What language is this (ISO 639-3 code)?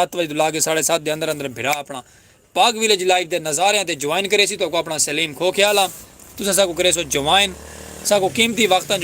skr